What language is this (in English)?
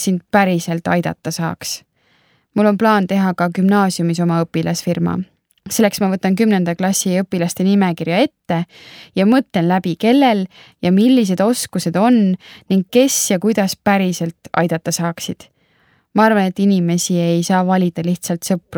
Estonian